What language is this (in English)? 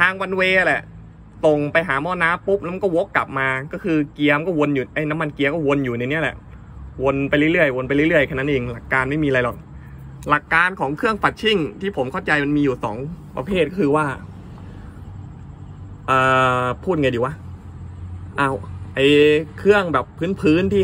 Thai